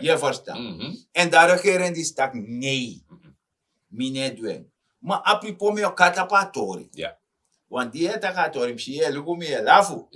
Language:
Sranan Tongo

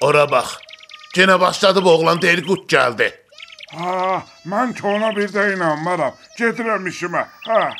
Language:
South Azerbaijani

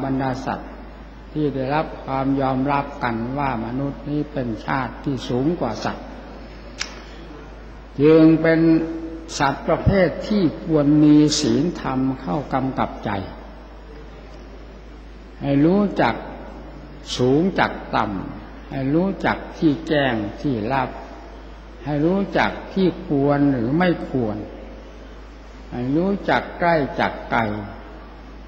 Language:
Thai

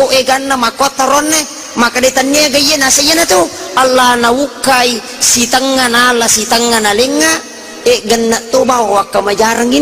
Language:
Buginese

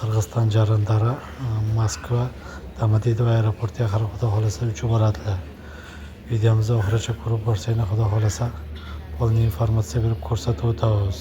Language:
Uzbek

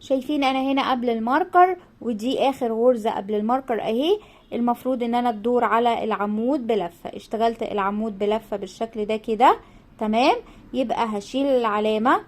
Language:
Egyptian Arabic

